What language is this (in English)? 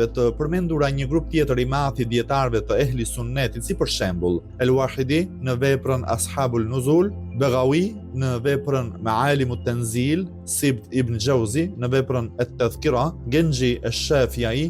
Albanian